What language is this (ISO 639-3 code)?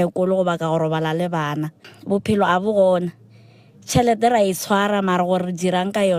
nso